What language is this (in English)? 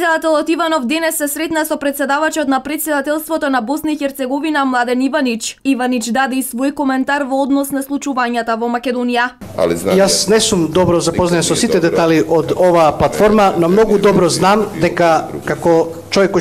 Macedonian